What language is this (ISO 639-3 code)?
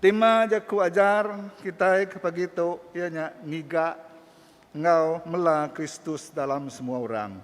iba